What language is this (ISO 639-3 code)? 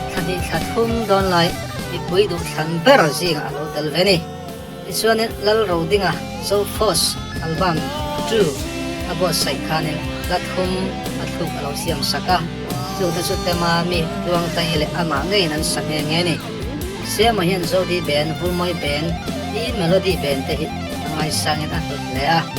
lus